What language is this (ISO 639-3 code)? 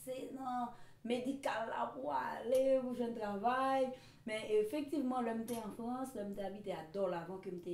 hat